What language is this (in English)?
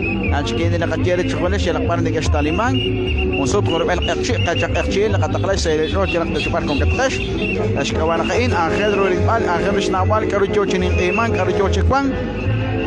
Kekchí